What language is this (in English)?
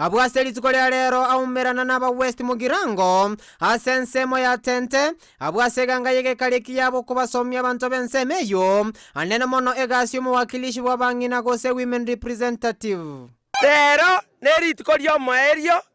Gusii